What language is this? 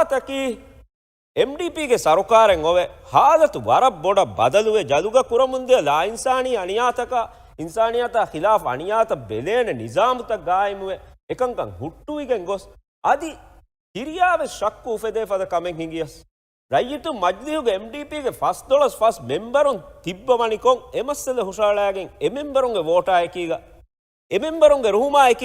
Divehi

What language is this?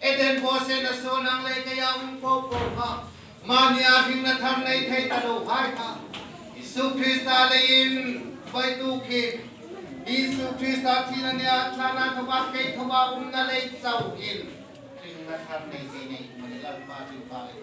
Hmar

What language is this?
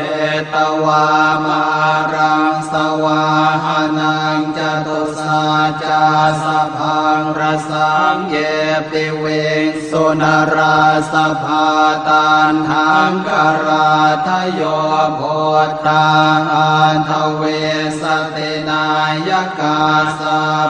Pali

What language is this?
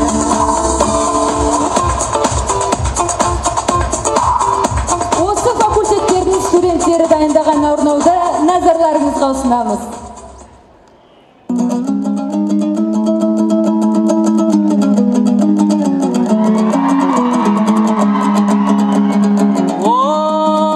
Kazakh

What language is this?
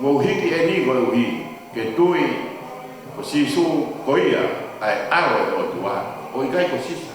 Tongan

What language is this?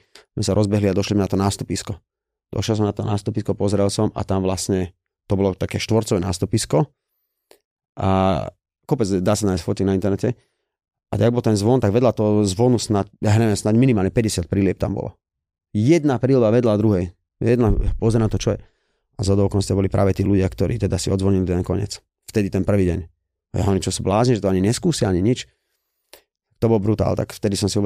Slovak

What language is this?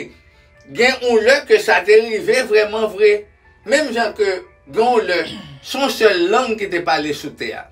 Haitian Creole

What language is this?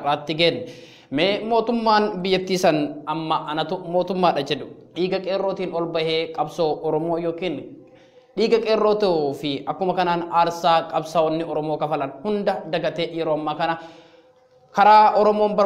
Oromo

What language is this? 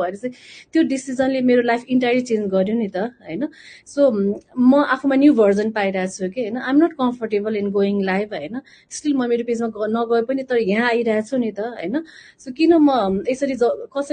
Nepali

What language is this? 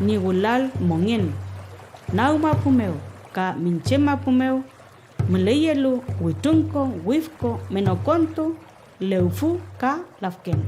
Mapuche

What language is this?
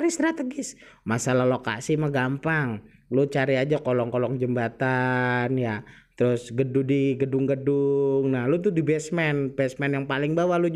Betawi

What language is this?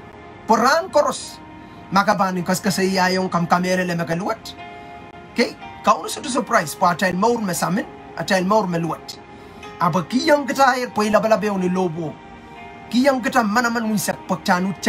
Pohnpeian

